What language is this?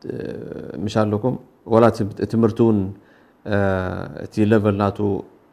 Tigrinya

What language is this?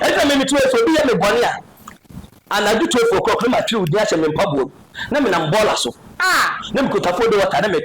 Akan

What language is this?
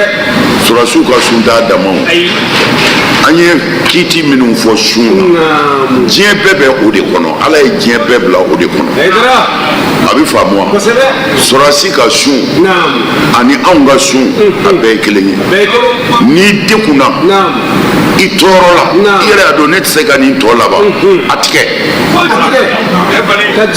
Bambara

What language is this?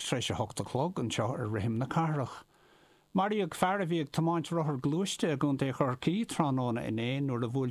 Irish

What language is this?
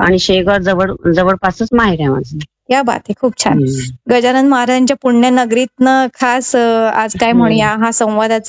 Marathi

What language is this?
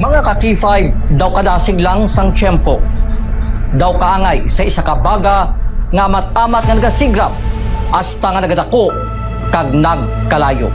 Hiligaynon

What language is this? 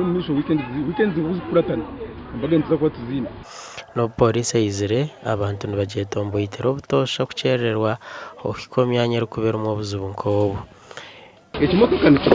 Nyankole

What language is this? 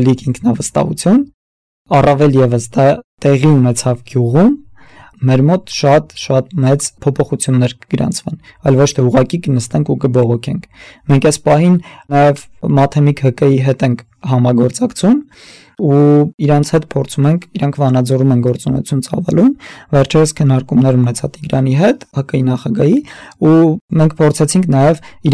Armenian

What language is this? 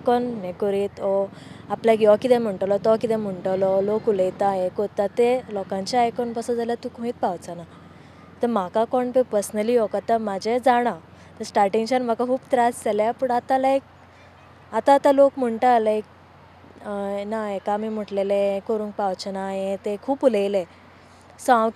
Konkani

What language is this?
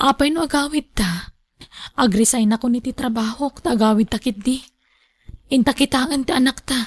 Iloko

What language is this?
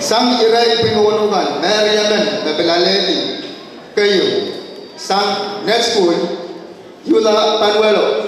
Pohnpeian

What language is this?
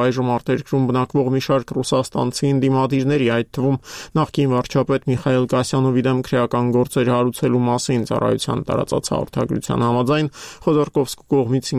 Armenian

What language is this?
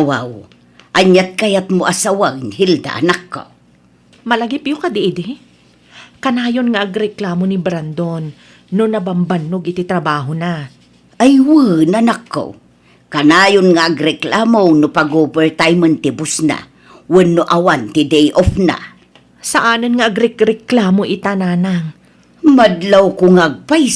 Iloko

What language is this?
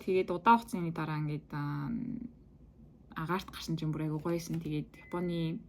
Mongolian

